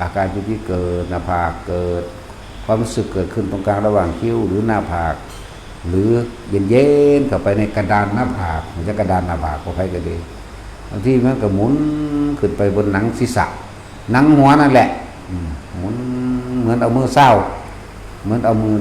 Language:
Northeastern Thai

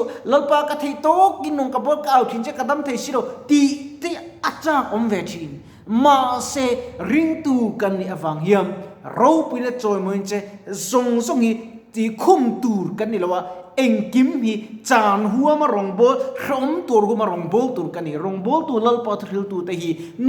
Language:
Mizo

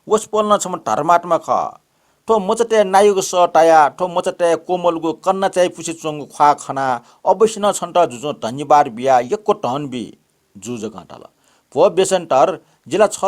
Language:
Newari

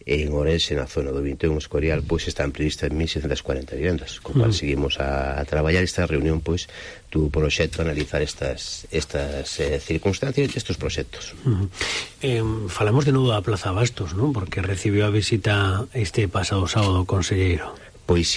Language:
Galician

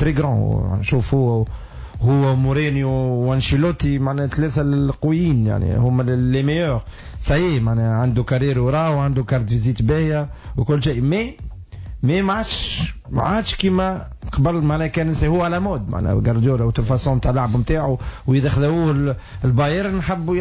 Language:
Tunisian Arabic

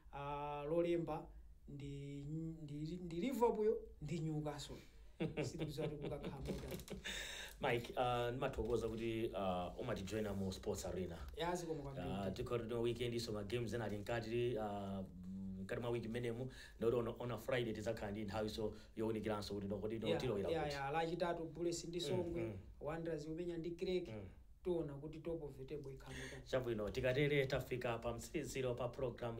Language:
Nyanja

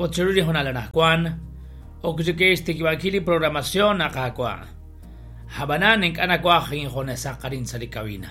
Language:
Kekchí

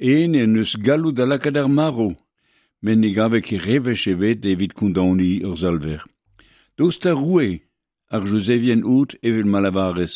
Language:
Breton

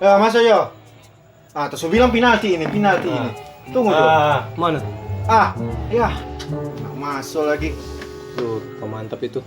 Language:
Manado Malay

